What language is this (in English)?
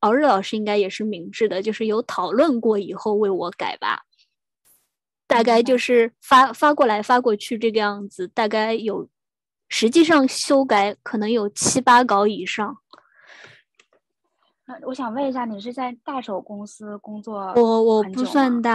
Chinese